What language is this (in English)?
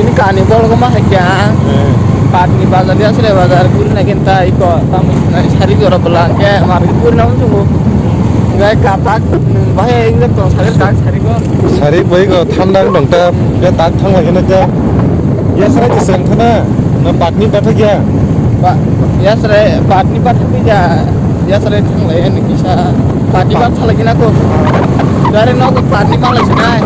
Kok Borok